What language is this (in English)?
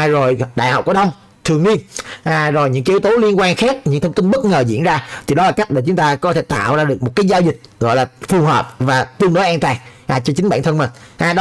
Vietnamese